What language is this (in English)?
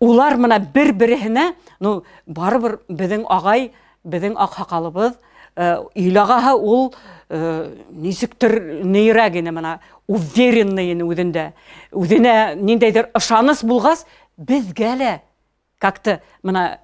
Bashkir